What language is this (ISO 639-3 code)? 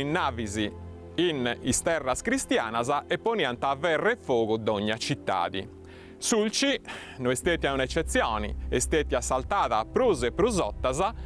srd